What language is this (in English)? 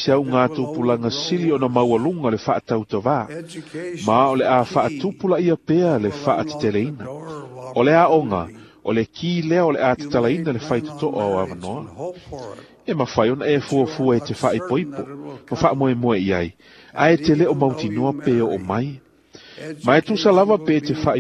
Samoan